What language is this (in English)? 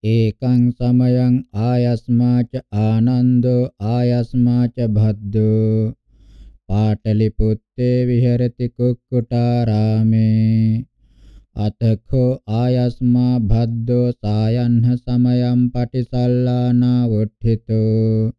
Pali